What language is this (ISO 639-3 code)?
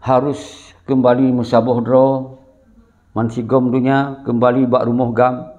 ace